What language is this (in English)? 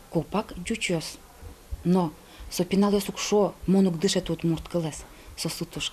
Udmurt